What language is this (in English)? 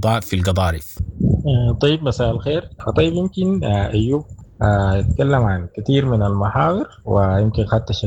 Sudanese Arabic